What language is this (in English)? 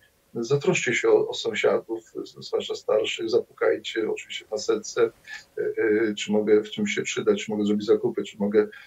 Polish